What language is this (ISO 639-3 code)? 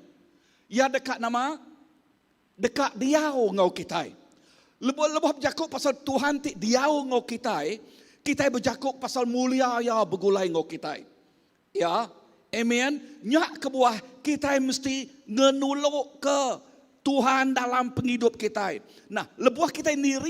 iba